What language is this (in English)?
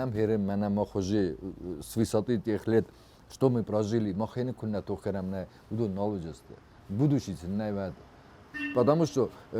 Ossetic